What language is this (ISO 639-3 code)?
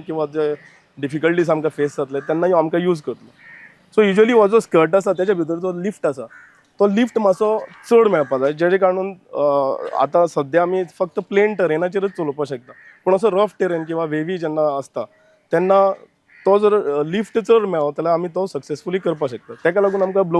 kok